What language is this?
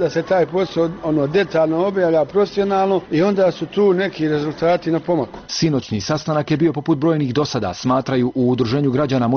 Bosnian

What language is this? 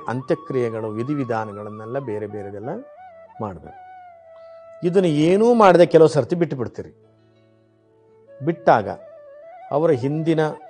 Kannada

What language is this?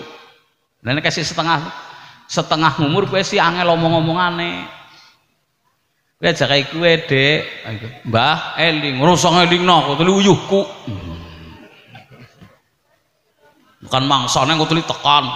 Javanese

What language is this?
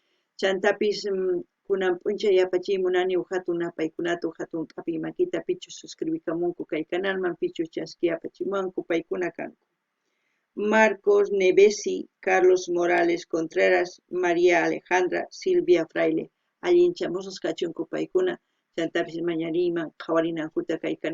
South Bolivian Quechua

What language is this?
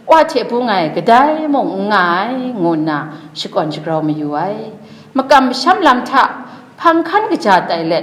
Kachin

